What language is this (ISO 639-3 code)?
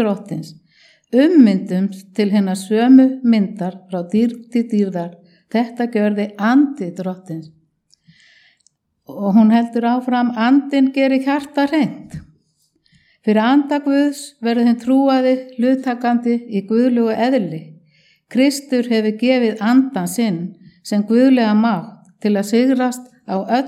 isl